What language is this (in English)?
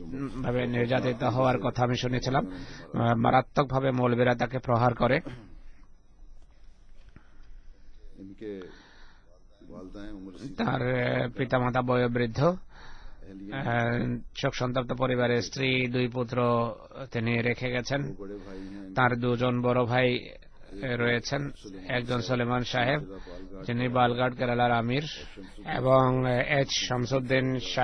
Bangla